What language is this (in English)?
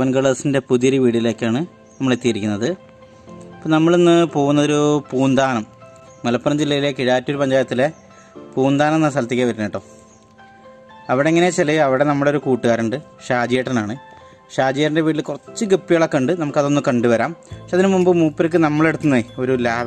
Malayalam